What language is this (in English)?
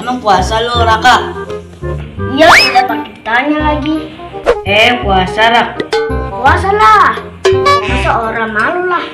Betawi